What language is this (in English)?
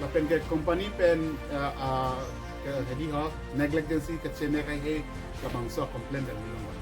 Karbi